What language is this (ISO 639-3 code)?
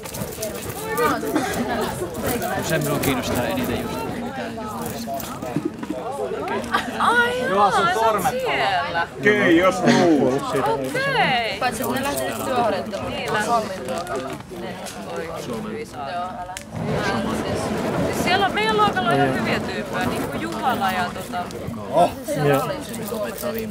fin